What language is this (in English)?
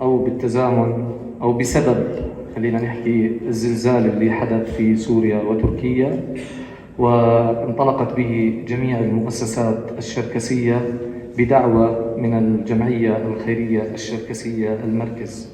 North Levantine Arabic